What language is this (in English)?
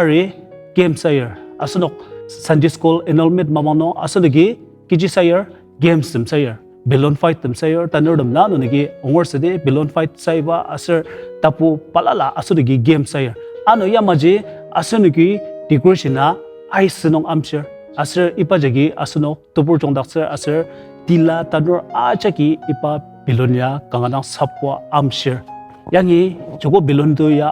Ao Naga